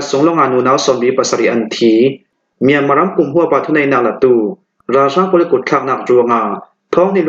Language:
Falam Chin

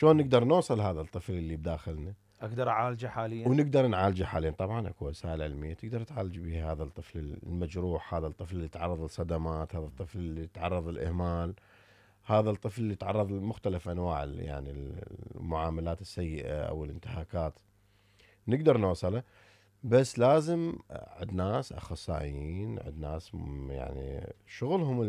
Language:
Mesopotamian Arabic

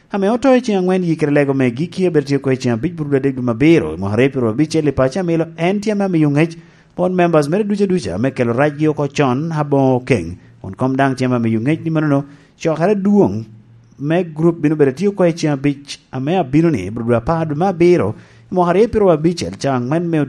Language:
Lango (Uganda)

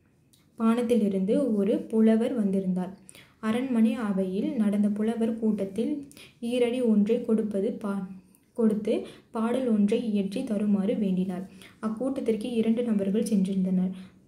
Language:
Tamil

